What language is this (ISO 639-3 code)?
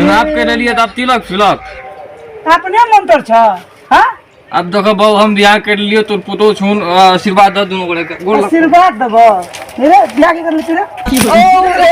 mai